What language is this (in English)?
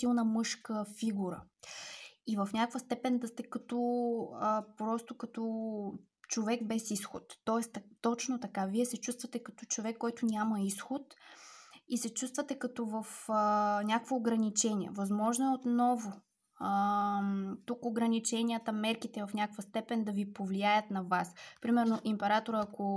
Bulgarian